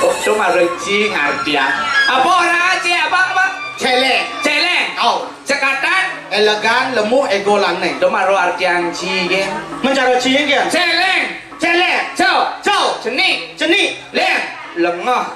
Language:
Balinese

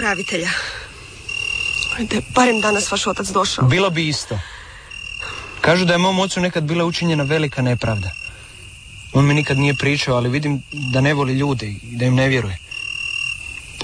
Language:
Croatian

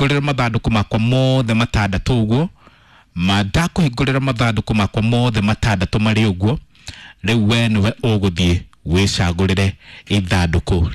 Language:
Kikuyu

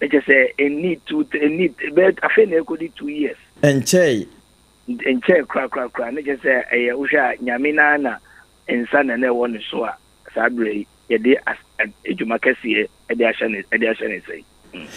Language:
Akan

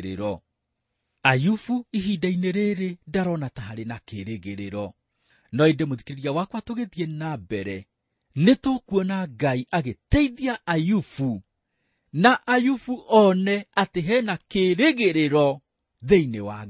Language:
Kikuyu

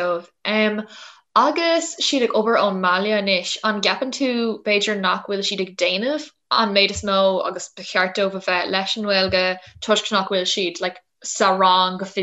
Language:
Irish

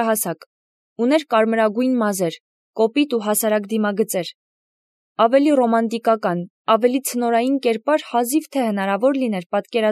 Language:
Armenian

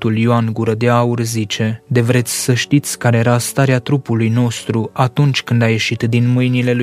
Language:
Romanian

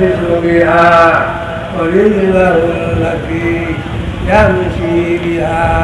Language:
Sylheti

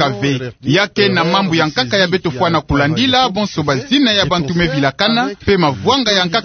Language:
Kituba (Democratic Republic of Congo)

